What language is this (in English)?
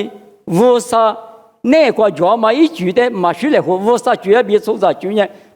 Lisu